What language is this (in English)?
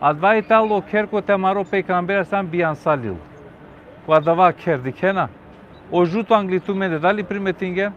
Balkan Romani